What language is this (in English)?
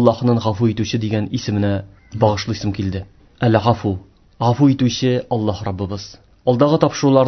Tatar